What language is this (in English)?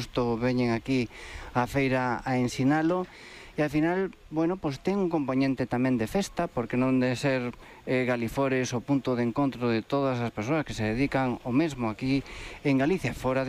Galician